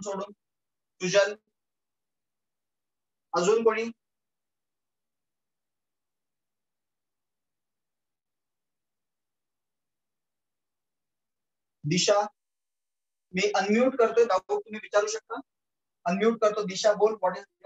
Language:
Marathi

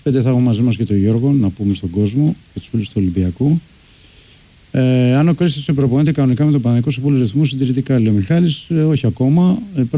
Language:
Greek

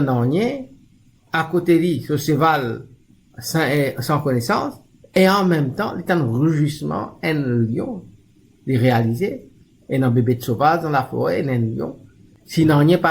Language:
Morisyen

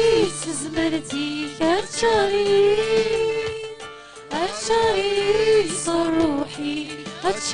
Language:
Kabyle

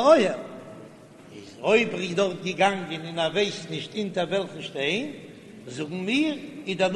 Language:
Yiddish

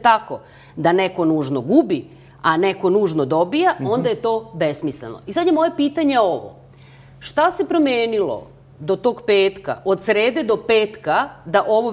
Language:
Serbian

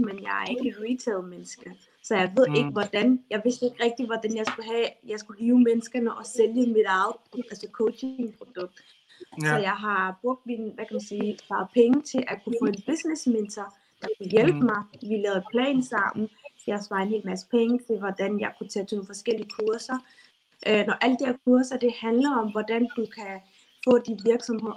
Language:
Danish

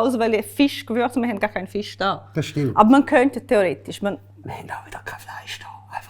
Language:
Swiss German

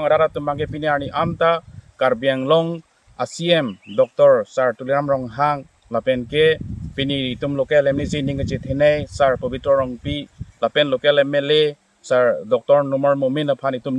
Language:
Karbi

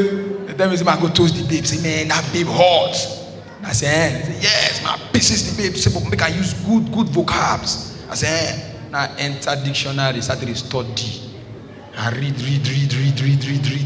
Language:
Nigerian Pidgin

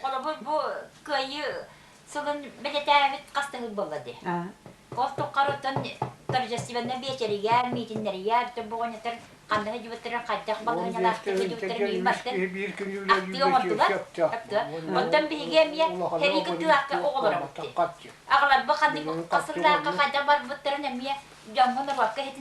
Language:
Yakut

